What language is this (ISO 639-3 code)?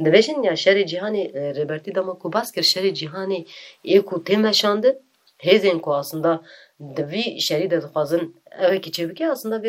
kur